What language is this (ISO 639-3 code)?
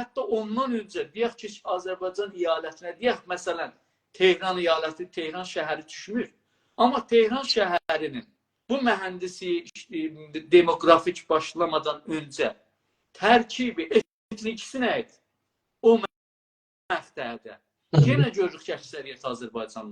azb